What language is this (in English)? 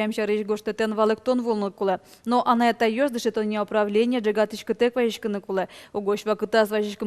Udmurt